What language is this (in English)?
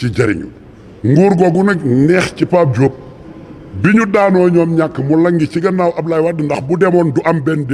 Wolof